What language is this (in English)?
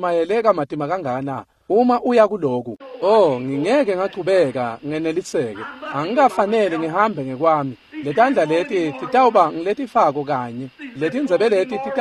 Swati